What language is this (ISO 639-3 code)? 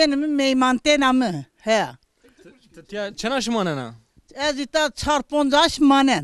zza